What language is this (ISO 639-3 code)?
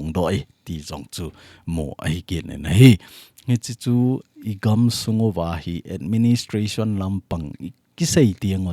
tcz